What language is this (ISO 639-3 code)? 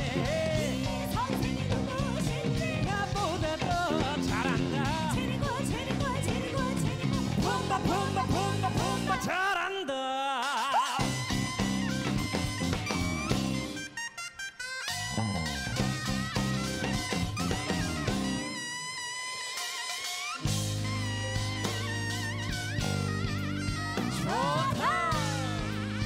kor